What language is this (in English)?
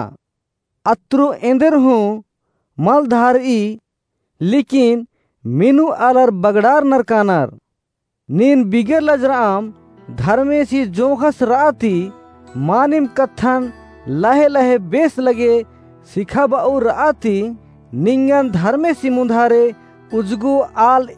Kurukh